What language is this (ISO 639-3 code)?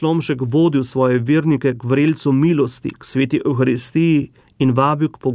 slv